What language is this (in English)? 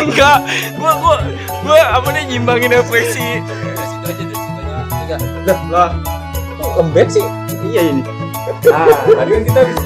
Betawi